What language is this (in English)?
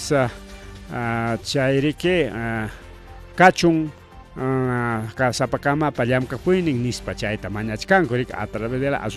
Ayacucho Quechua